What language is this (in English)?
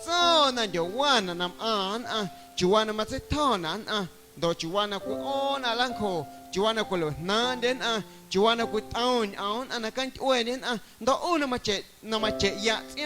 Guerrero Amuzgo